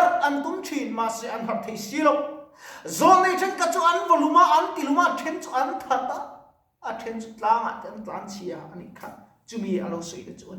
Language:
Mizo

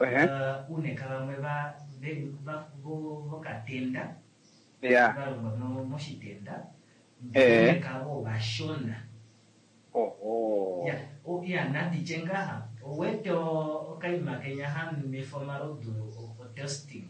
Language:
Kuanyama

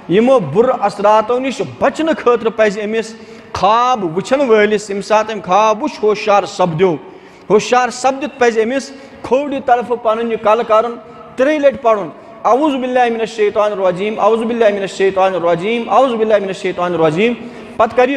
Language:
Kashmiri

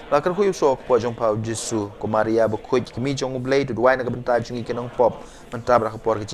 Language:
Khasi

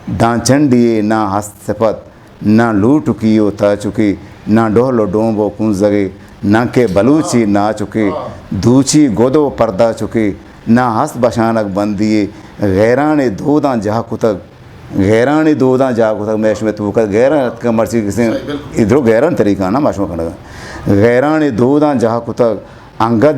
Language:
Eastern Balochi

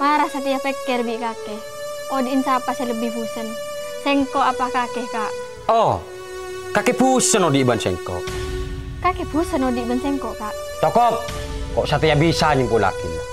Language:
Madurese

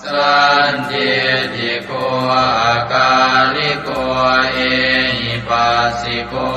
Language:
Pali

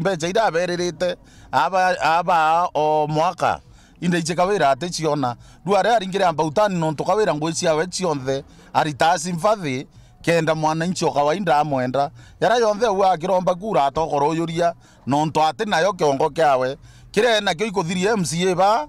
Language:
Meru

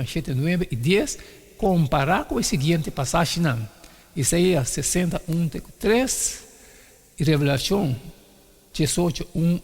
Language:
Papiamento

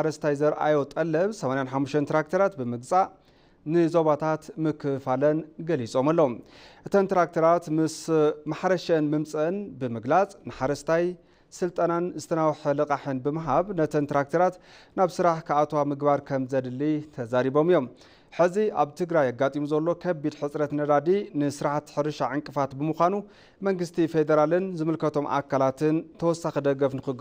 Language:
Tigrinya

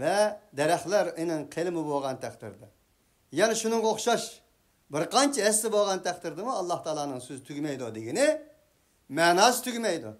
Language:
Uyghur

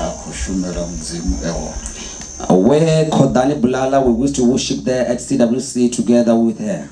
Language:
Venda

